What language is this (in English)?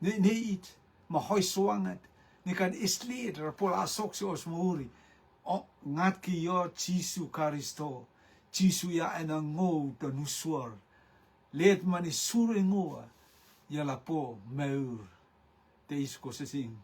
Rotuman